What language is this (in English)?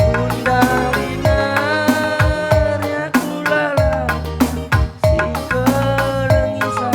Batak Karo